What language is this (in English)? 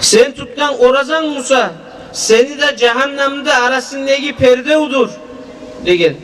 Kumyk